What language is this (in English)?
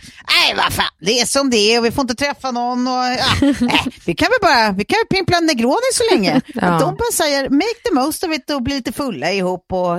Swedish